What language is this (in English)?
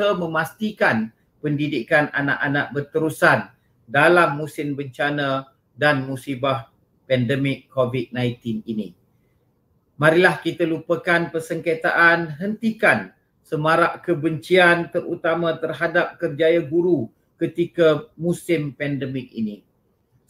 Malay